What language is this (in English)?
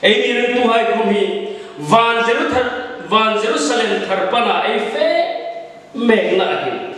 Hmar